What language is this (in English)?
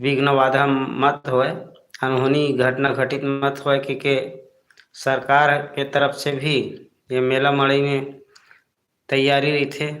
Chhattisgarhi